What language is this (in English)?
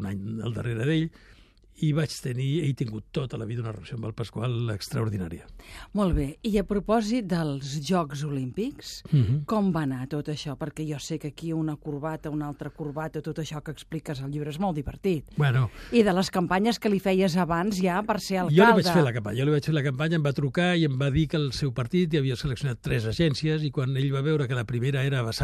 Catalan